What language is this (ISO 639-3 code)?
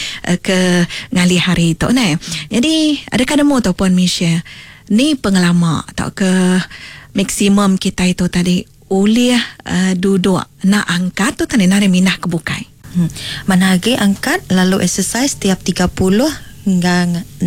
iba